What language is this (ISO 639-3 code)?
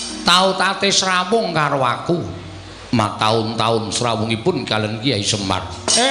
jav